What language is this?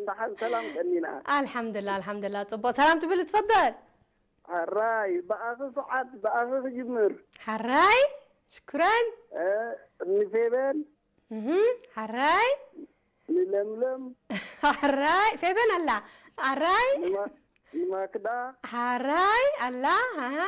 Tigrinya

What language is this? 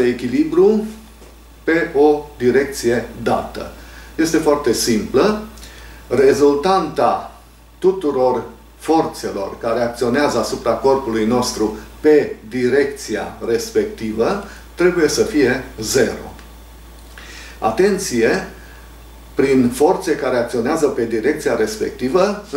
Romanian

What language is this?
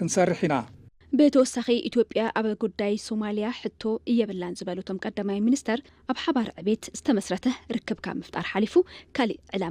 Tigrinya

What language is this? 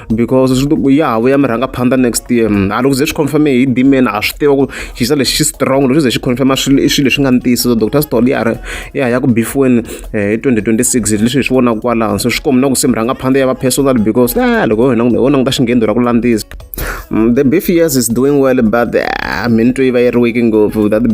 Tsonga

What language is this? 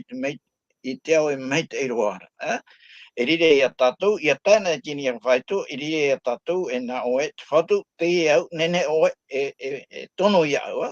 Tahitian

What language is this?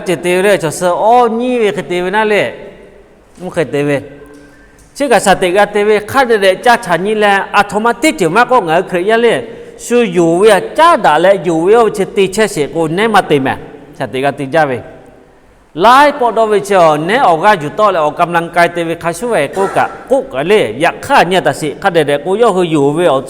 Lahu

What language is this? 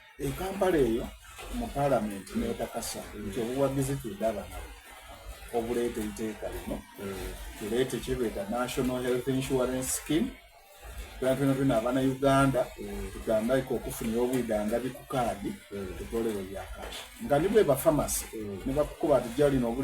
Soga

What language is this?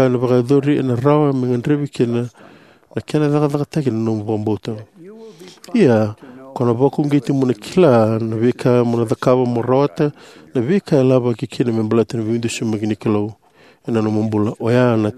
Fijian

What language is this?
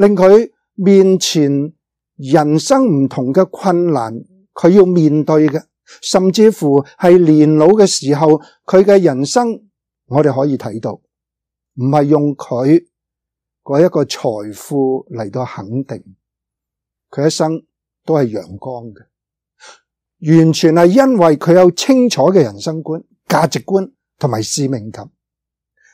Cantonese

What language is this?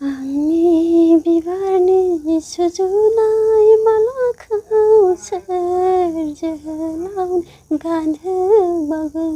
Bodo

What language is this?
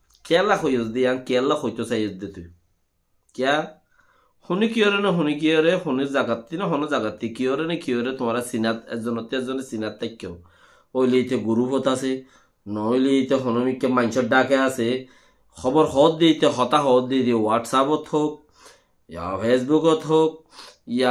Rohingya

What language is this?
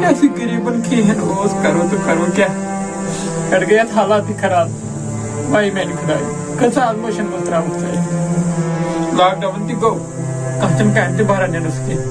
Kashmiri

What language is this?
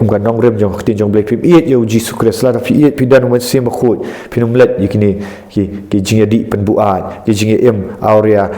Khasi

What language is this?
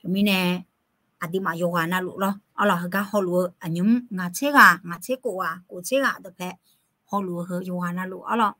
Akha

